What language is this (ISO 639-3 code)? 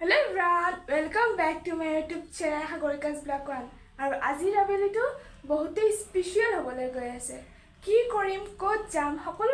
asm